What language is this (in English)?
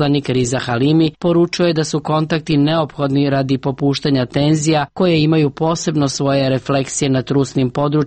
Serbian